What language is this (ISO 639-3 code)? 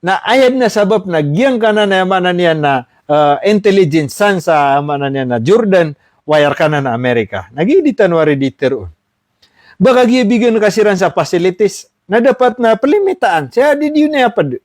mrw